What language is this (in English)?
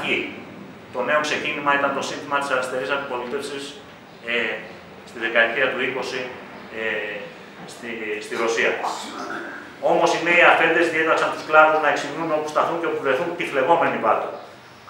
Greek